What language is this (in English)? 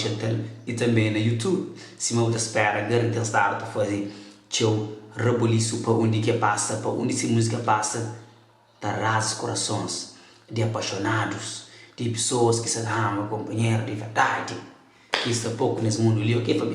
Kabuverdianu